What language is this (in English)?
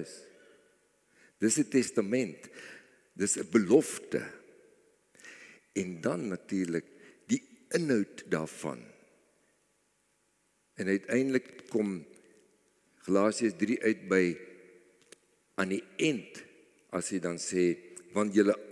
Afrikaans